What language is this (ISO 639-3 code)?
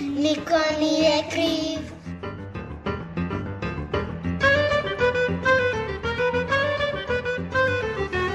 srp